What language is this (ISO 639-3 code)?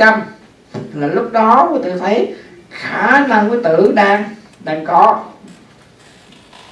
vie